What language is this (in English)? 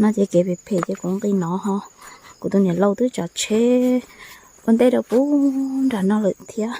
Hmong